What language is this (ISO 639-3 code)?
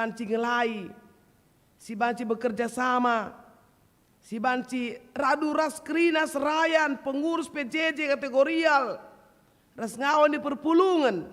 btx